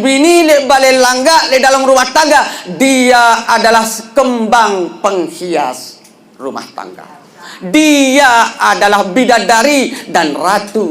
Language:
Sasak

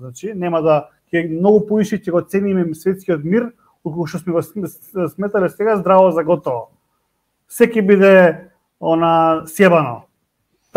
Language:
Macedonian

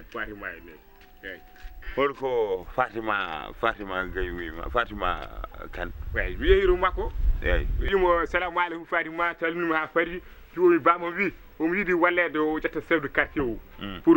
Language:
Fula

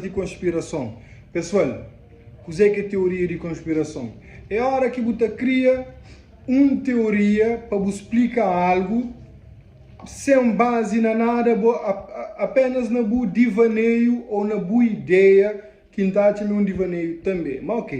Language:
Kabuverdianu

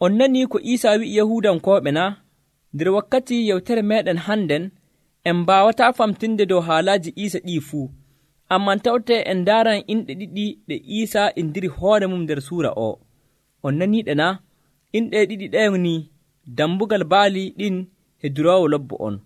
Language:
Nigerian Fulfulde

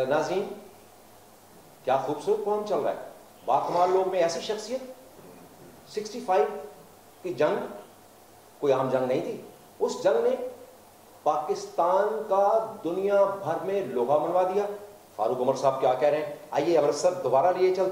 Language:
Urdu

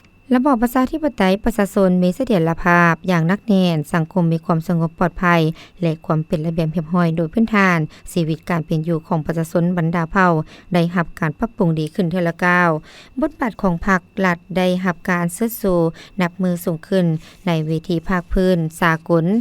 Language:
Lao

